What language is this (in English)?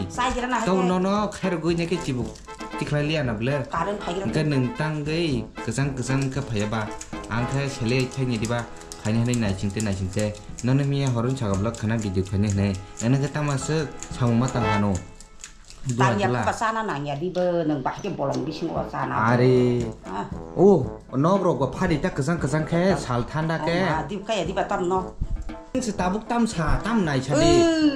Kok Borok